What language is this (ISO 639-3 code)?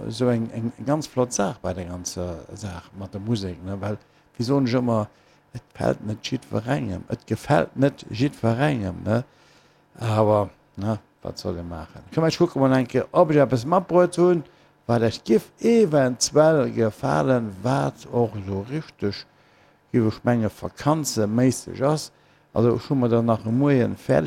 ltz